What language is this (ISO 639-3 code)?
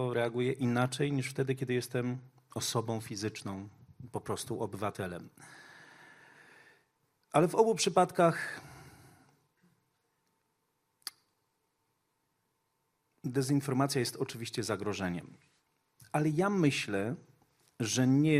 pol